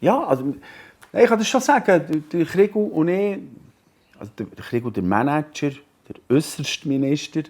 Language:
Swiss German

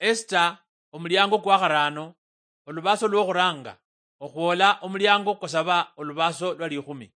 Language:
Luyia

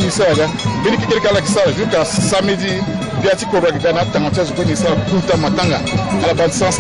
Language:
Sango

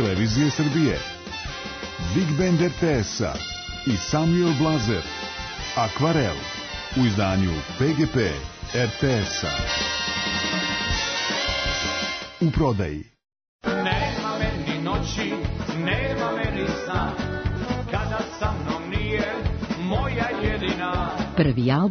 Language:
Serbian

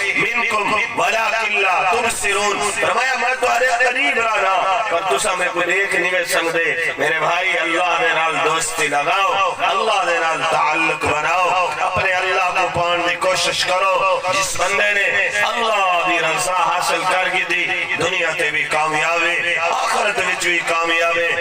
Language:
Saraiki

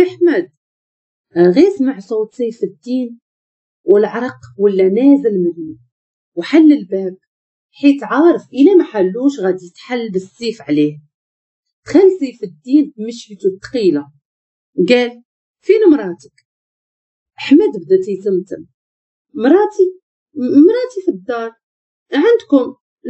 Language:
Moroccan Arabic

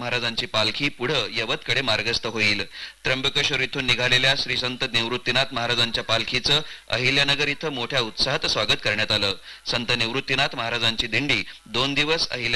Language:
Marathi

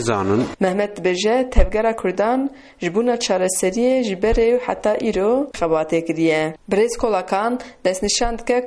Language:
Kurdish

